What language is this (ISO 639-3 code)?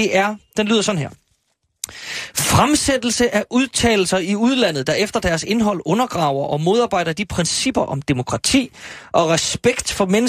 dan